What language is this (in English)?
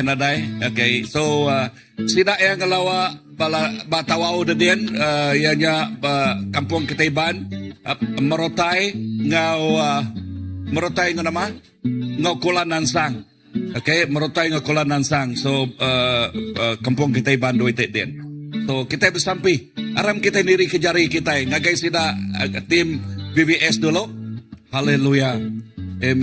Iban